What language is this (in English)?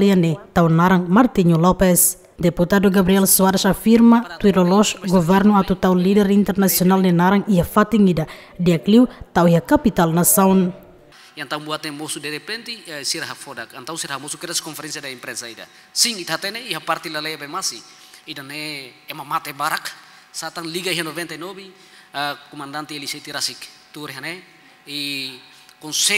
Tetum